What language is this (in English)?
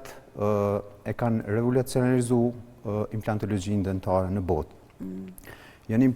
Albanian